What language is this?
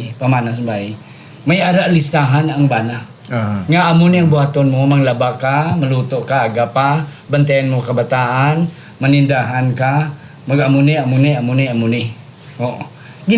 Hiligaynon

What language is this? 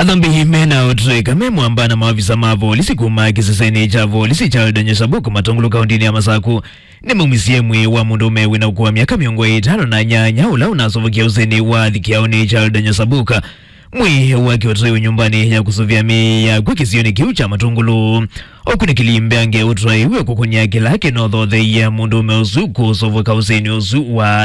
Kamba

